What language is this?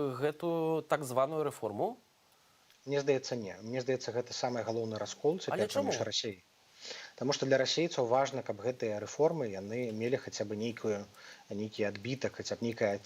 Belarusian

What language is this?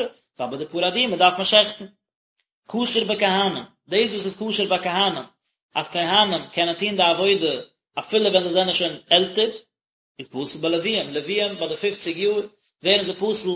Yiddish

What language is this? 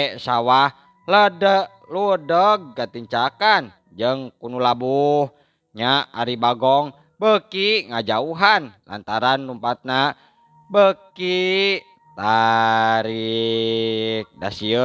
Sundanese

